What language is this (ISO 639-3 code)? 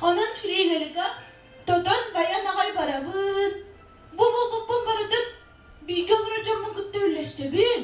sah